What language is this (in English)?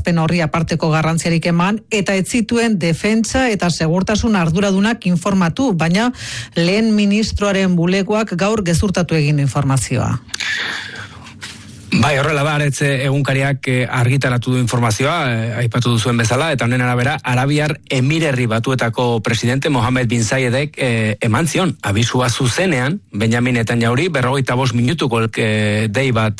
Basque